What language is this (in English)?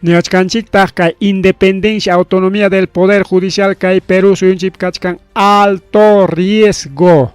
Ayacucho Quechua